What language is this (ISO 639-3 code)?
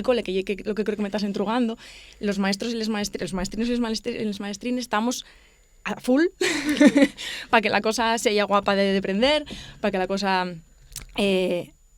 ast